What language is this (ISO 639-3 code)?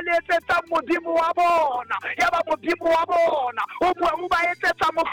sot